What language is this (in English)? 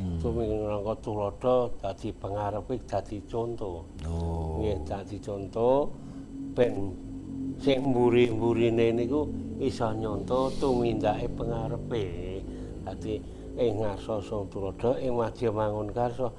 Javanese